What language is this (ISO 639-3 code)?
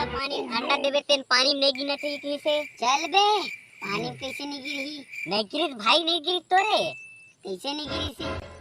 hne